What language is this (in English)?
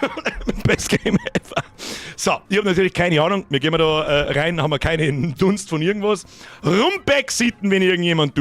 Bavarian